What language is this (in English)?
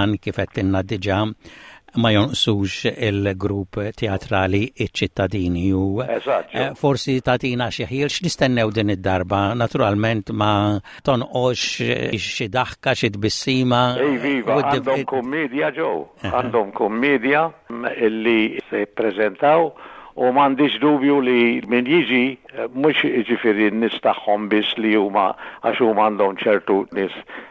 Maltese